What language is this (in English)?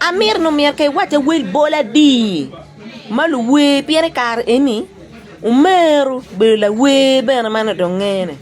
Acoli